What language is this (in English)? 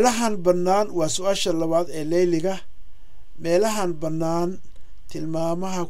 Somali